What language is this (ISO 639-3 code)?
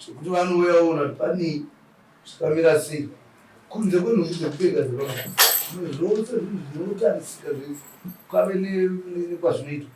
sna